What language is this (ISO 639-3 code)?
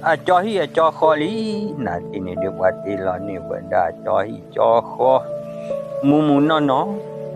ksw